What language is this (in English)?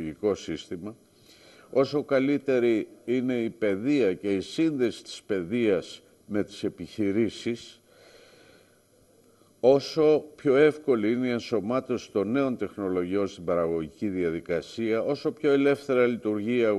Greek